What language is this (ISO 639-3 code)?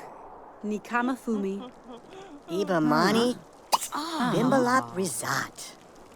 bar